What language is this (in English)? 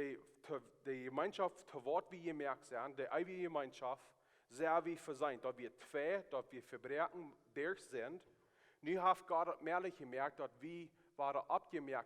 Plautdietsch